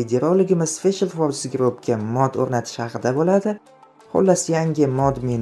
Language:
Uzbek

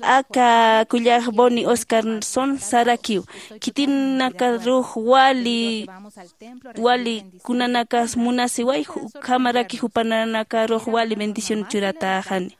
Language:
Aymara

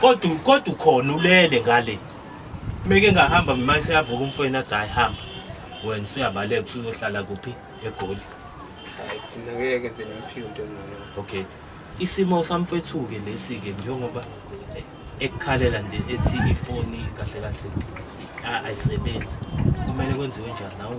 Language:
Zulu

